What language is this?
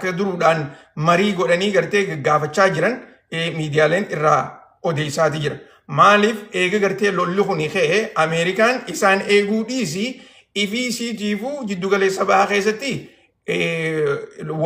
Oromo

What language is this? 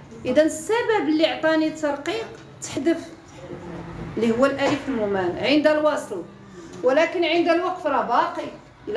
Moroccan Arabic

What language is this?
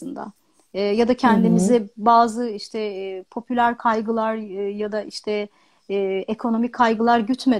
Turkish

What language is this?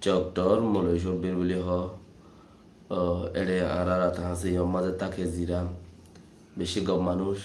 Rohingya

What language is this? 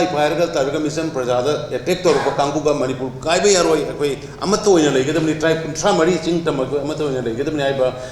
Manipuri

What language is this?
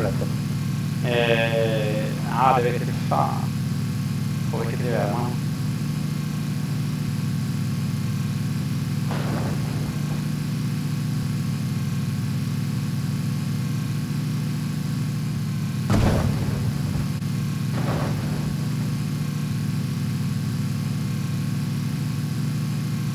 Swedish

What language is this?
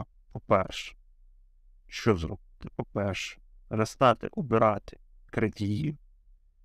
Ukrainian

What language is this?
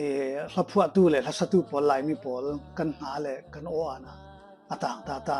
Falam Chin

